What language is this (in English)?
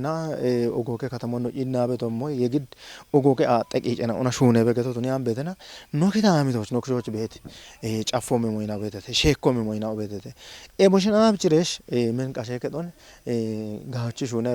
Kafa